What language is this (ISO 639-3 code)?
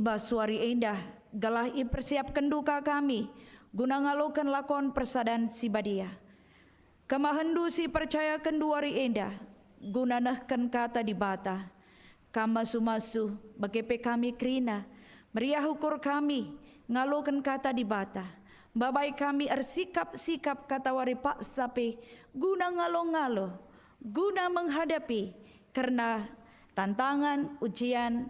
btx